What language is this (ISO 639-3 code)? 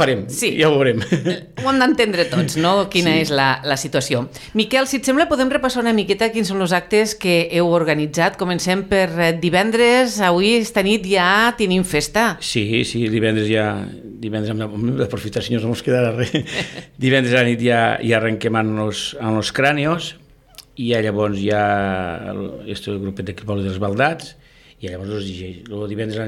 cat